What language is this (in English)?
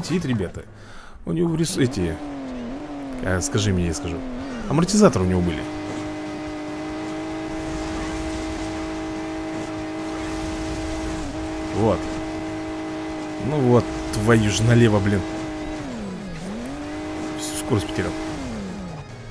Russian